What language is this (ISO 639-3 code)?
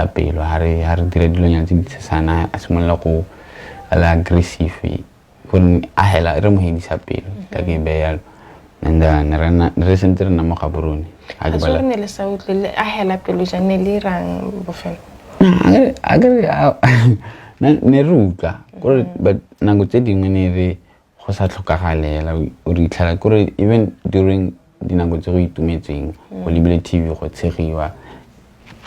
tsn